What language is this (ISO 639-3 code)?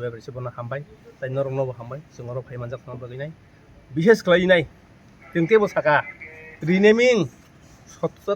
trp